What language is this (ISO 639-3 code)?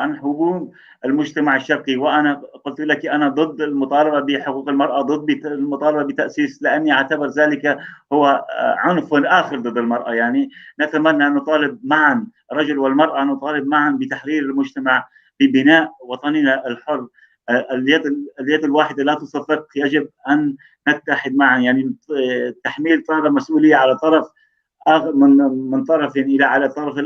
apc